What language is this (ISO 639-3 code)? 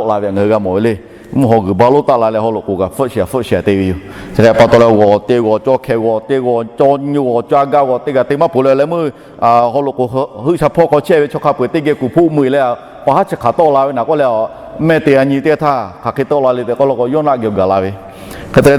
lhu